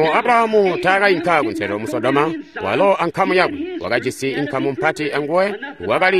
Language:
Tonga (Zambia)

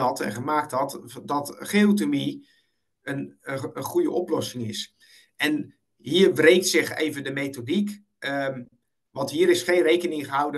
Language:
Dutch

